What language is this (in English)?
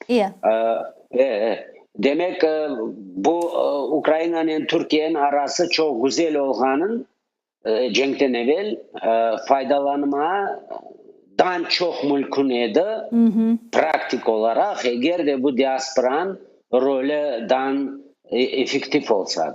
Crimean Tatar